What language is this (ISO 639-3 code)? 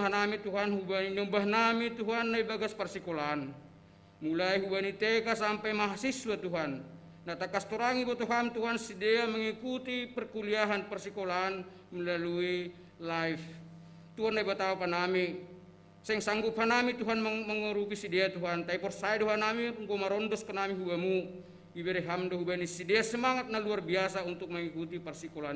bts